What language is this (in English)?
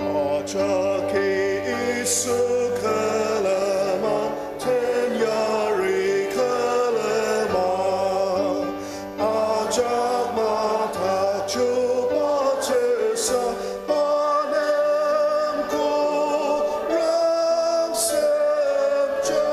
Ao Naga